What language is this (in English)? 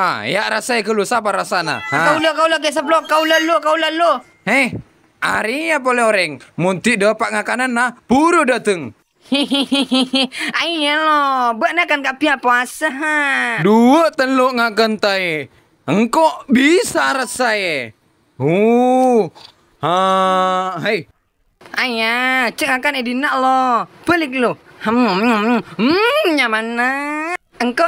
Madurese